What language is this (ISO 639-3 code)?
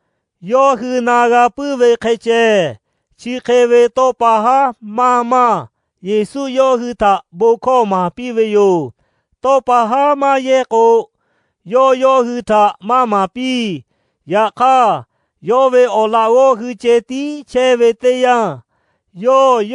lhu